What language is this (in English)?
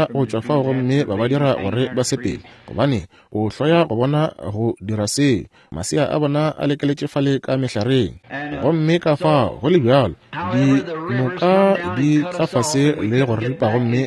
Northern Sotho